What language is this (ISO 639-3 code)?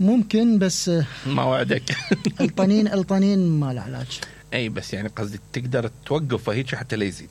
acm